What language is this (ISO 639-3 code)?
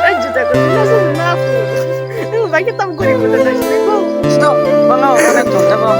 trp